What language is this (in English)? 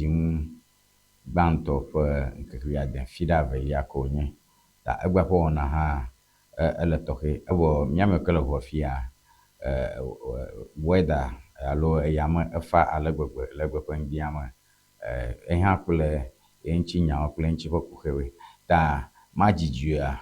Ewe